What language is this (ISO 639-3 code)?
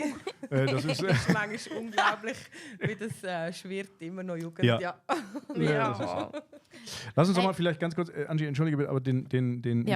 gsw